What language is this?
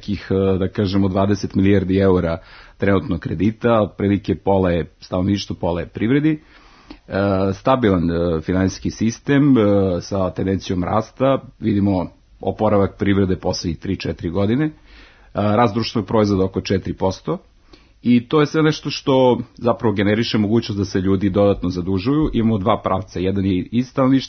Serbian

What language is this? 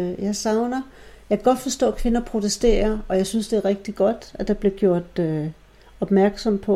Danish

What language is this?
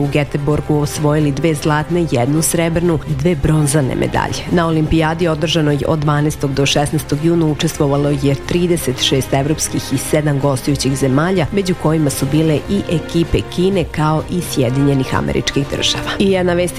Serbian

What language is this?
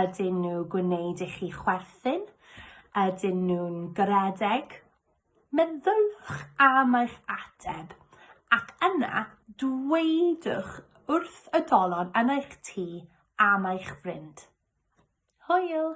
Welsh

